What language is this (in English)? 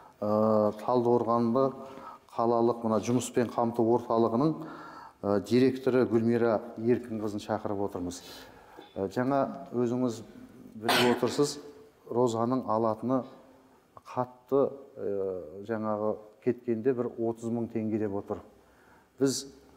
Kazakh